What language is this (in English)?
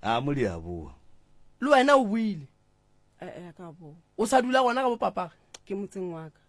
Northern Sotho